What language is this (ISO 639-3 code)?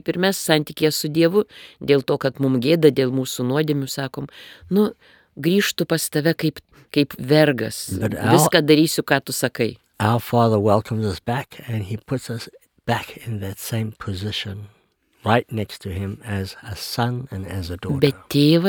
lit